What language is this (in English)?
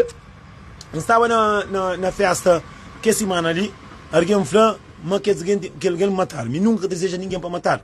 Kabuverdianu